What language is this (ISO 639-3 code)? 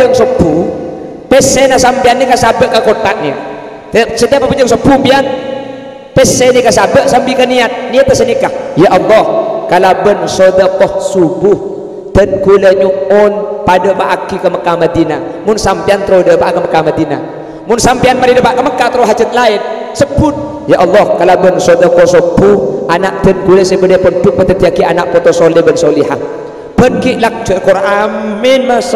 mad